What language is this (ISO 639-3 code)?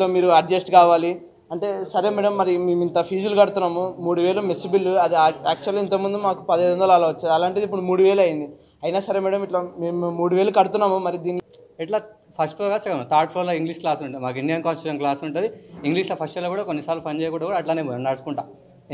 tel